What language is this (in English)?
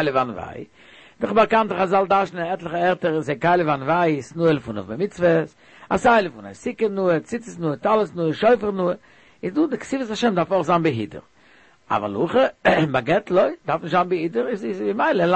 Yiddish